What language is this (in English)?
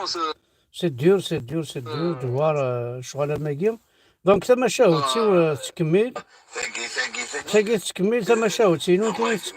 Kabyle